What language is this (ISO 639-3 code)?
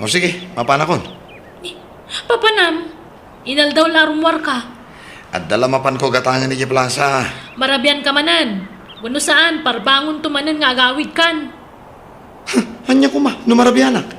ilo